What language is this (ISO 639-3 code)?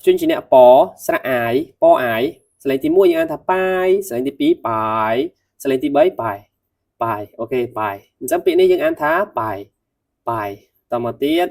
khm